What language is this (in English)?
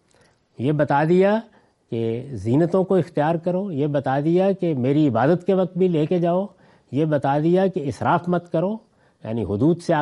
Urdu